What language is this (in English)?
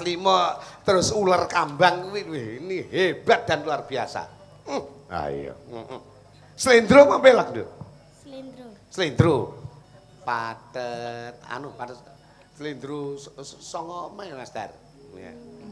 Javanese